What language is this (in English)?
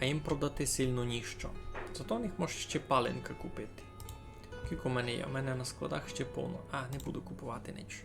Rusyn